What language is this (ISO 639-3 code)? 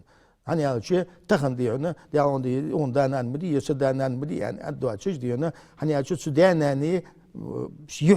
inh